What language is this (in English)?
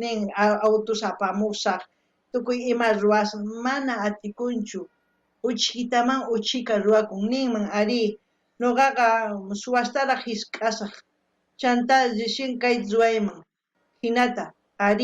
South Bolivian Quechua